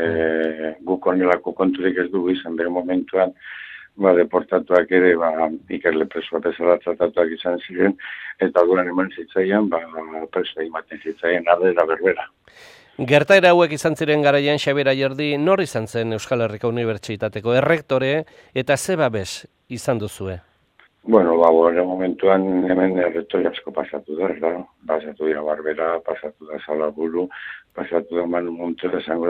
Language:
Basque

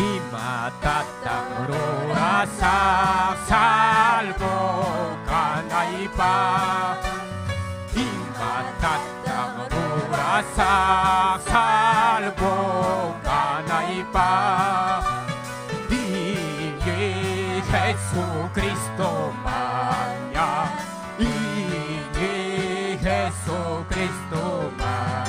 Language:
Ayacucho Quechua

